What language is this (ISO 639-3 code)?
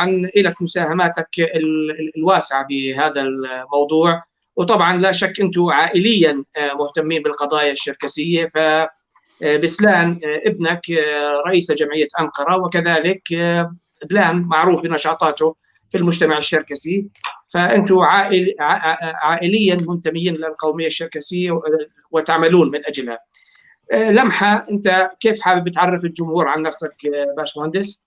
apc